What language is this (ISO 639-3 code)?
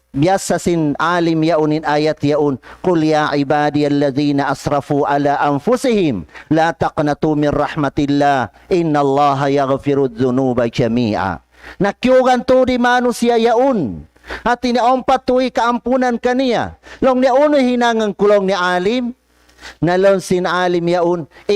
tsg